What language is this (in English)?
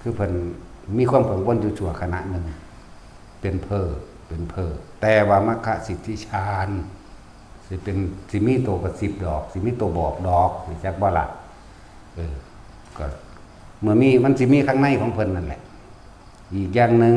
Northeastern Thai